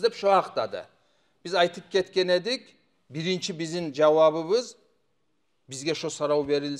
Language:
Kumyk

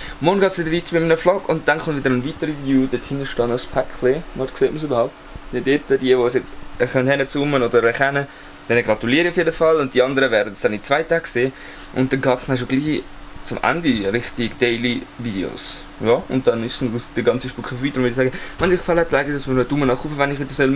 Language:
Swiss German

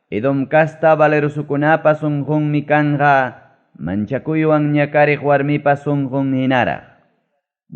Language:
Ayacucho Quechua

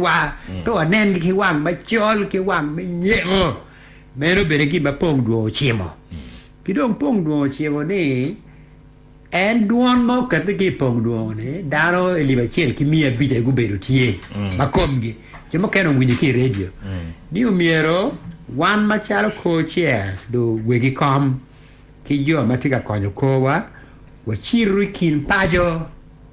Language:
Acoli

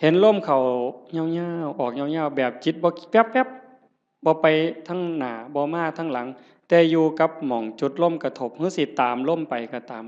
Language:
Northeastern Thai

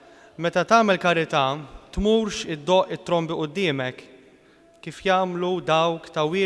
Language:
Maltese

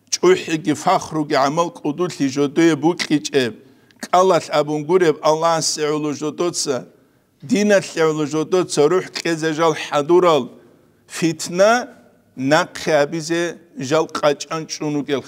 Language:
Avaric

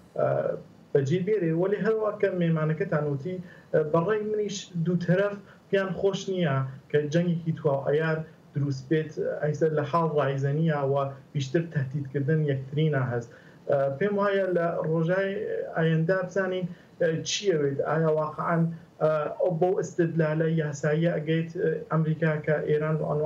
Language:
Central Kurdish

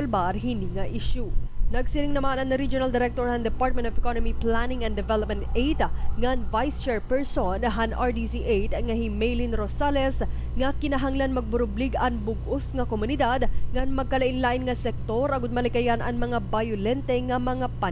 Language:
Waray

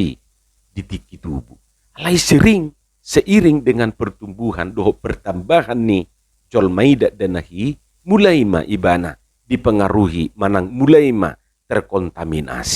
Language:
Batak Toba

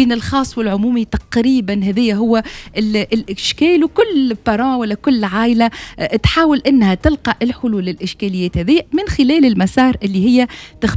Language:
Tunisian Arabic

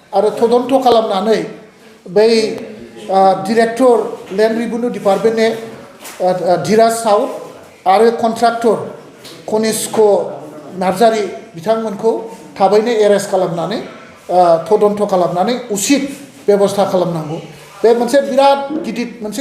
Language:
Bodo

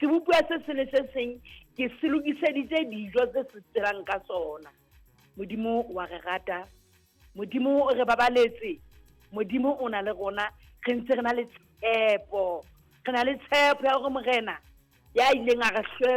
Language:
Southern Sotho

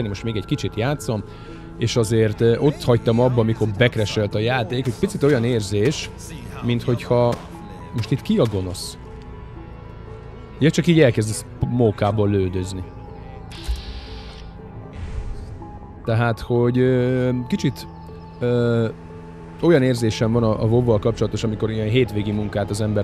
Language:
Hungarian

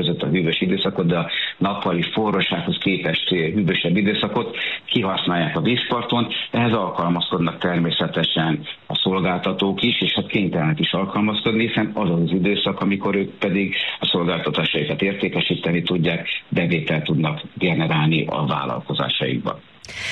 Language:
Hungarian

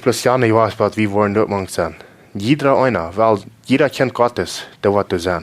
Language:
Plautdietsch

